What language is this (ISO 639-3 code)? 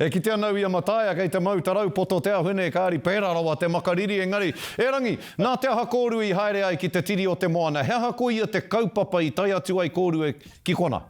mri